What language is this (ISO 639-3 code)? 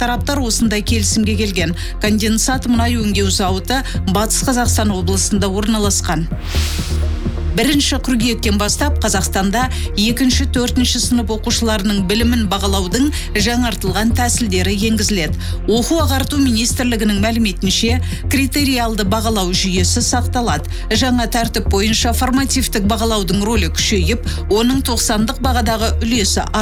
kaz